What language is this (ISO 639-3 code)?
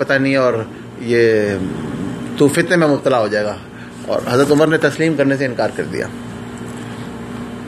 urd